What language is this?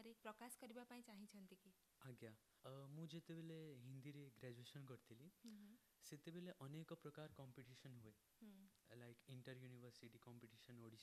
Odia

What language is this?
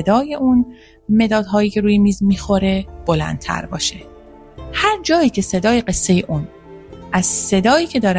Persian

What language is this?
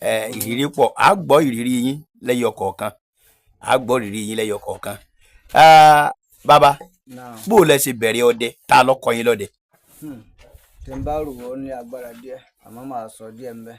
Yoruba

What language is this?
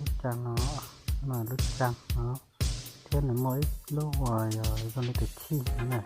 Hmong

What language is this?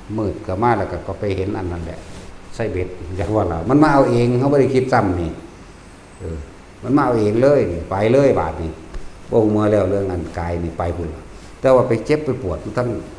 Lao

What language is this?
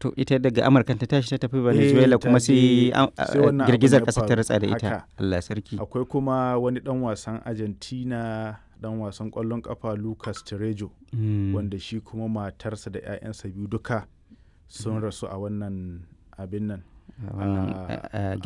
Hausa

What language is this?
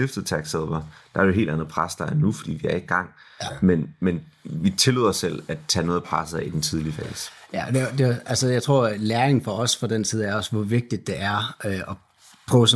Danish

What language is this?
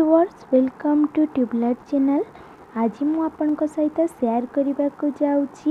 Odia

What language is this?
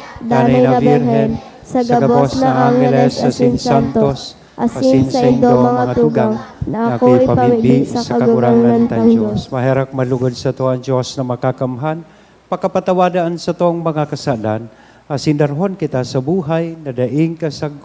Bikol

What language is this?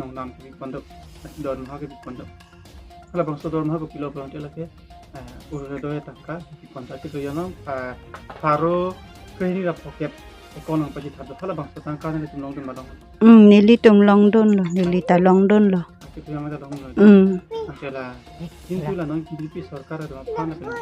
Karbi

